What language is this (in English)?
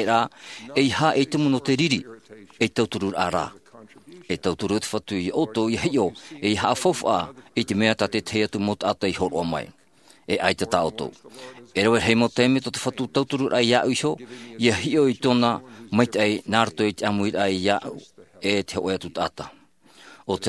Tahitian